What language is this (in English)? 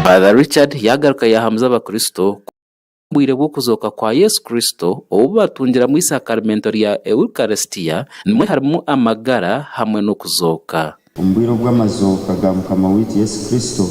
Nyankole